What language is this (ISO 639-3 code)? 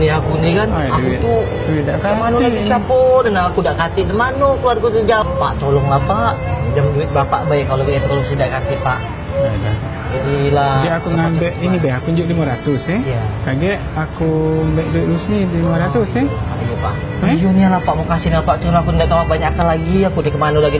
mui